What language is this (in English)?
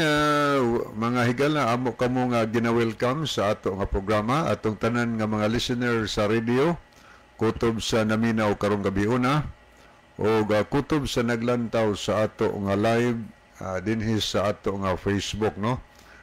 Cebuano